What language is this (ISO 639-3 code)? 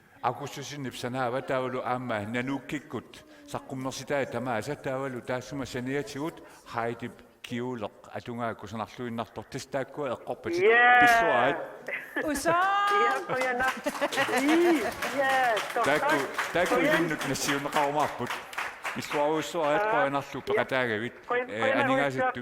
kal